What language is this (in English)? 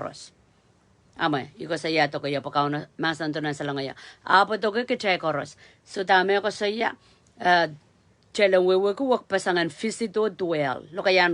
Pohnpeian